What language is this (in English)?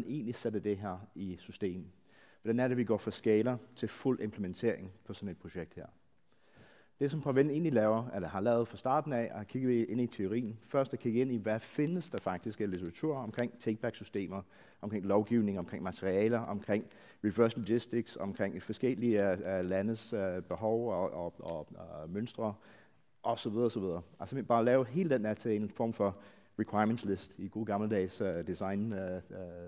Danish